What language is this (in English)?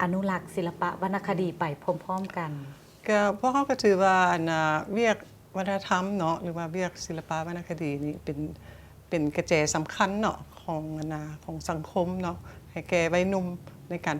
Lao